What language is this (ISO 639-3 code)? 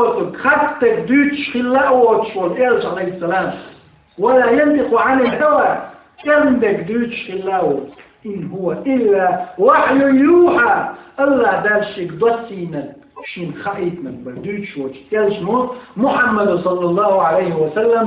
che